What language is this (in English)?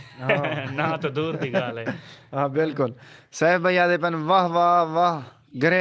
Saraiki